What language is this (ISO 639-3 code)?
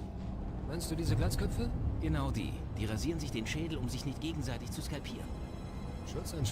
bar